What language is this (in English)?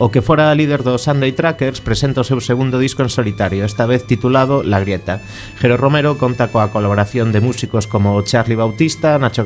Galician